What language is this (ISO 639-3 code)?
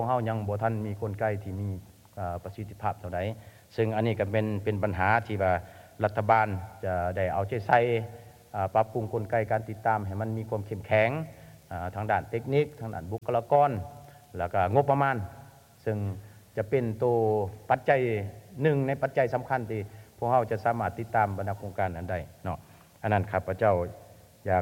lao